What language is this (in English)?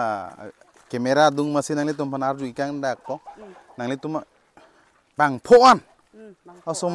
Karbi